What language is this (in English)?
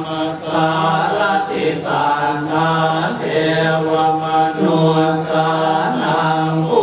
Pali